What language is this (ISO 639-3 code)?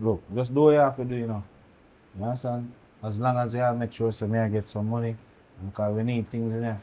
jam